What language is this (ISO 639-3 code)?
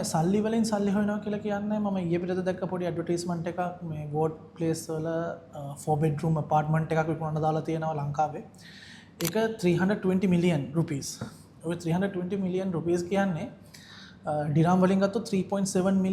sin